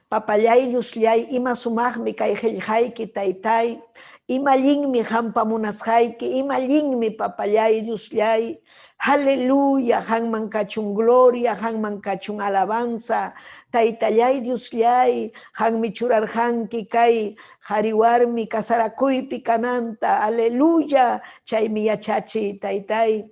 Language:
Ayacucho Quechua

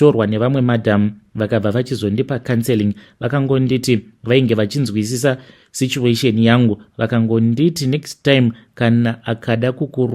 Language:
Shona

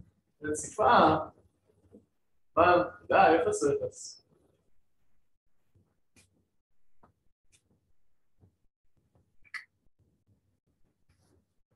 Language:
Hebrew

